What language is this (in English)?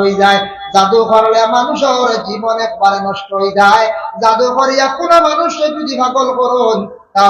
Sylheti